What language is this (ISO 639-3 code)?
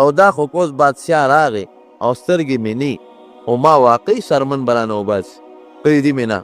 pus